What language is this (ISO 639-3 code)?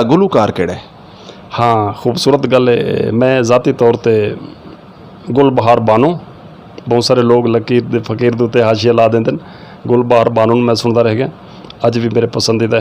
skr